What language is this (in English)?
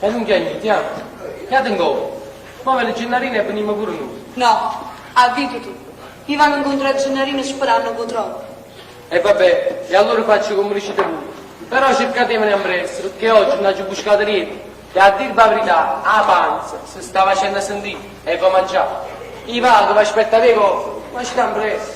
Neapolitan